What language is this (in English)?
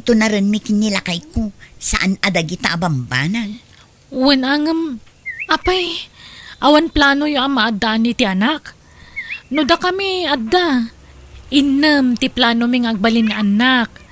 Iloko